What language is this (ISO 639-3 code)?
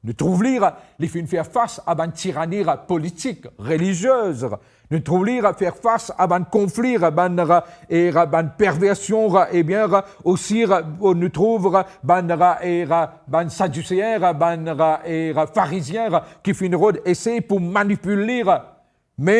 mfe